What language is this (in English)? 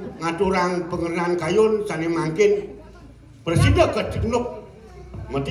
Balinese